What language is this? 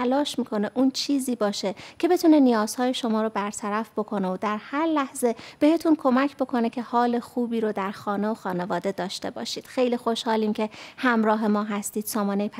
Persian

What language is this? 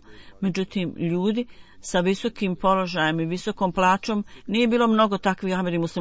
Bosnian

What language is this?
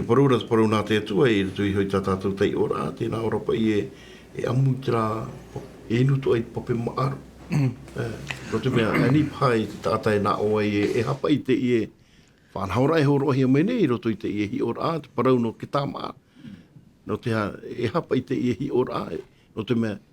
Tahitian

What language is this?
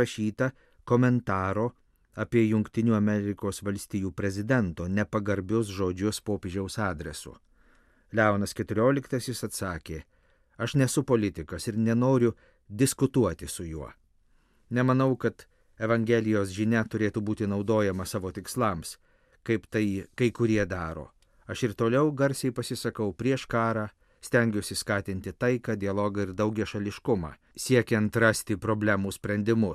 Lithuanian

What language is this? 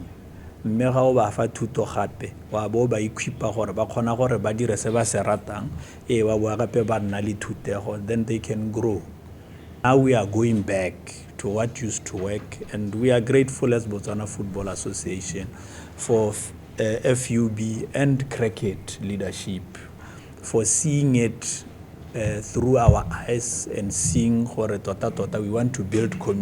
Tswana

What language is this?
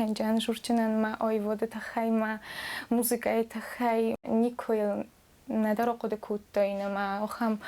Ossetic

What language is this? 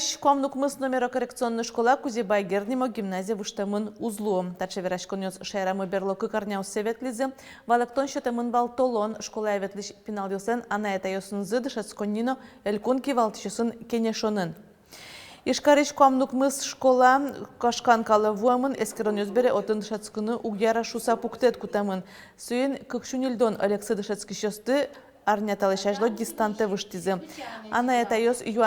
Udmurt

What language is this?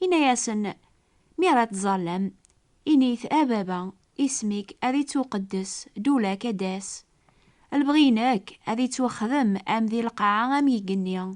Kabyle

